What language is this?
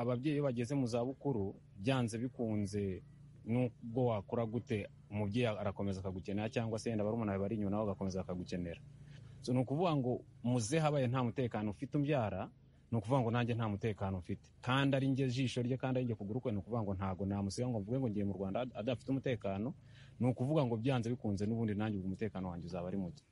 Kinyarwanda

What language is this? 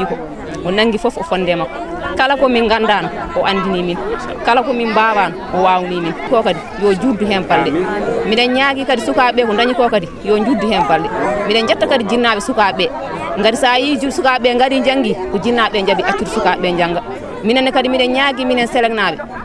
Fula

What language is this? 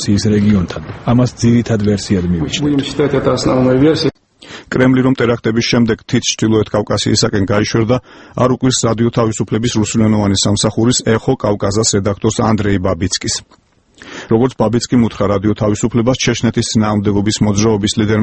Georgian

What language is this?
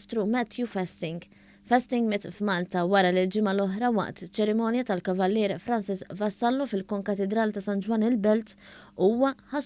Maltese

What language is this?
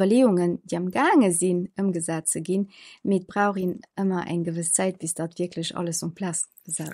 Luxembourgish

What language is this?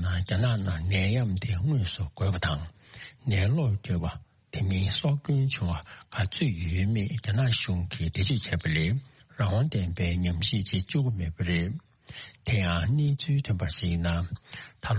Tibetan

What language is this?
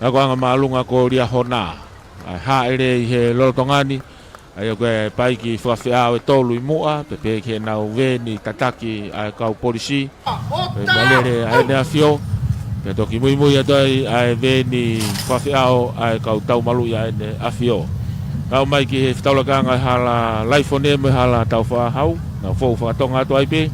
Tongan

